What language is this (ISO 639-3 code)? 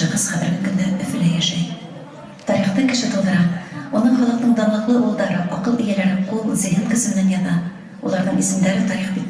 bak